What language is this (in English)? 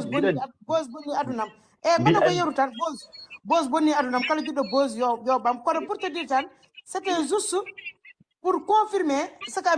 Fula